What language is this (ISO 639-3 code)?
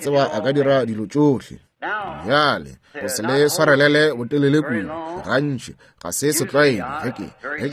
nso